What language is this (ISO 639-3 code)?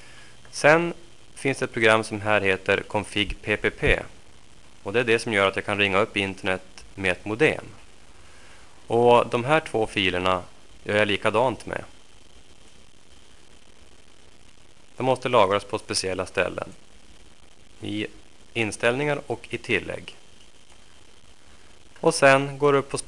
swe